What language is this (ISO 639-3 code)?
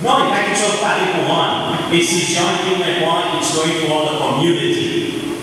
crs